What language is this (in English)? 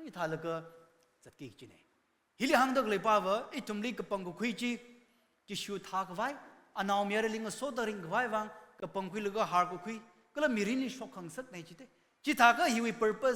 Tangkhul Naga (India)